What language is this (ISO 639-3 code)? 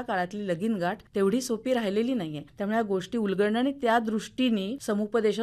mar